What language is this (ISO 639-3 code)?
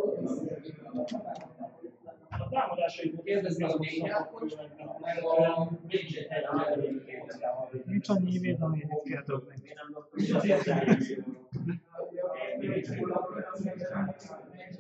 hun